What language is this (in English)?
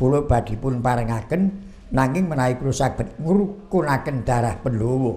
Javanese